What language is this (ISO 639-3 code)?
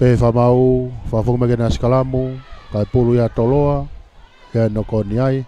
ton